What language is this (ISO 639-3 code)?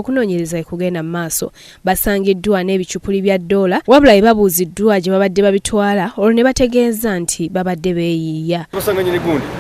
lug